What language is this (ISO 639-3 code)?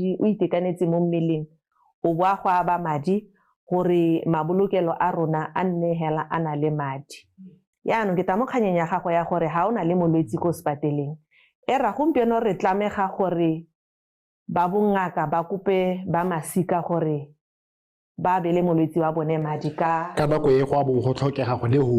tsn